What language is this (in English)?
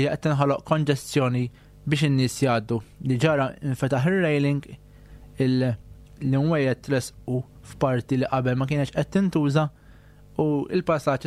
Maltese